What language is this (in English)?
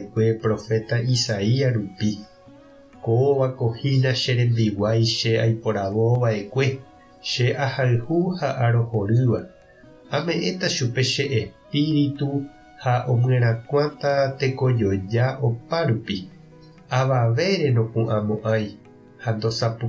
Guarani